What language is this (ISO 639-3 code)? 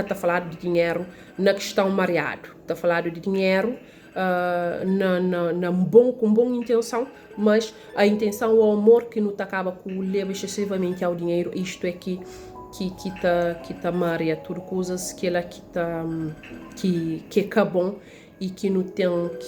kea